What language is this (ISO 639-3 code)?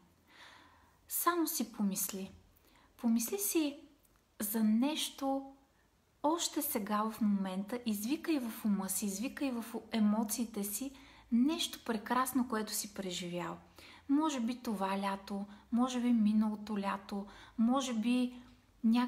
bul